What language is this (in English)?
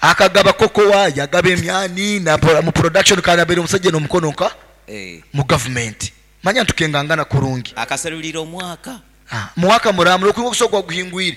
Nyoro